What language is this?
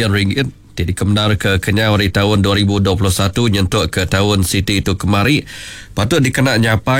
Iban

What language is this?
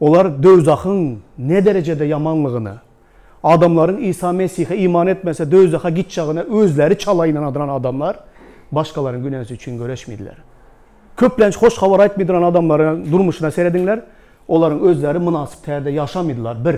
Turkmen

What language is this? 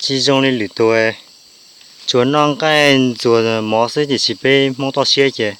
Hmong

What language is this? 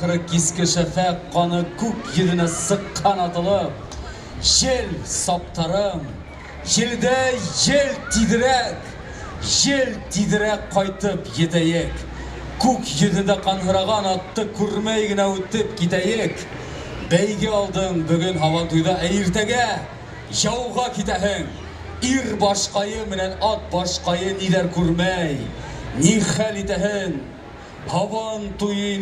Bashkir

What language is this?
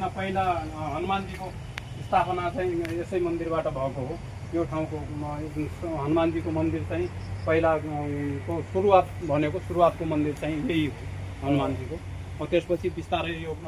Nepali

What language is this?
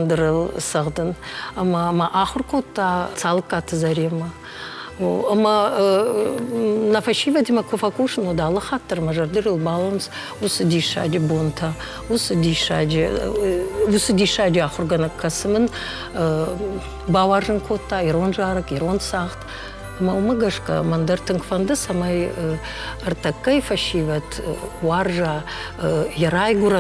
Ossetic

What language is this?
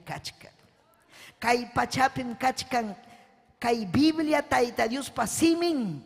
Ayacucho Quechua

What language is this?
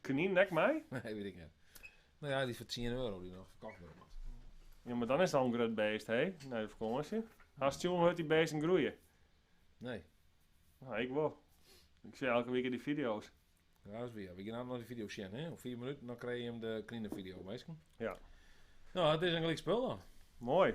Western Frisian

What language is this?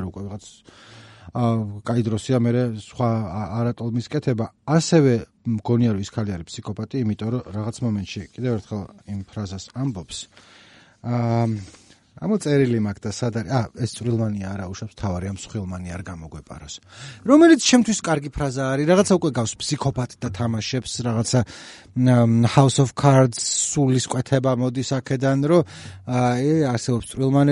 Georgian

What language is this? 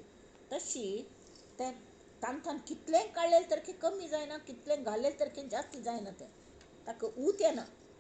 Konkani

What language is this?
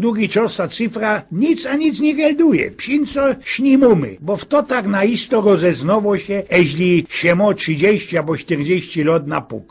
Silesian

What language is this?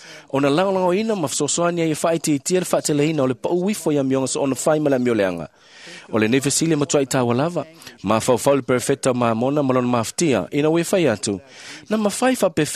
Samoan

